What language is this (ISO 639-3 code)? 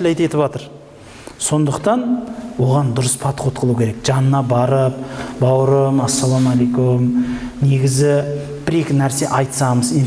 kaz